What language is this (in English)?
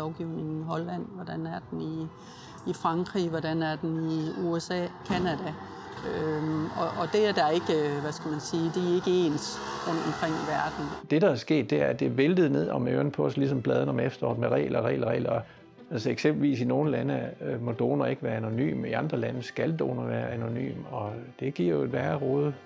Danish